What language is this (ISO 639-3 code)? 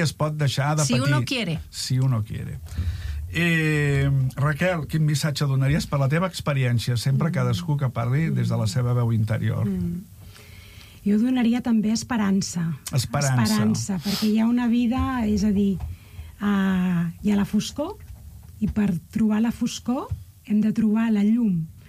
cat